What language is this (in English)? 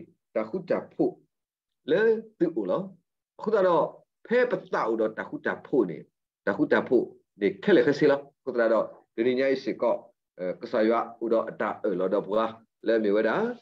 S'gaw Karen